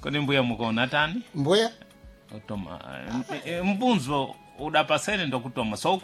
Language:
Sena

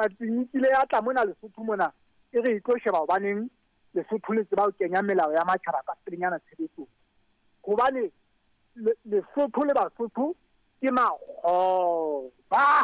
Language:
Southern Sotho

